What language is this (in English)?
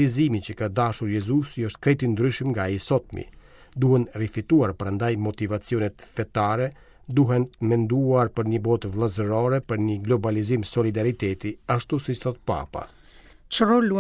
Albanian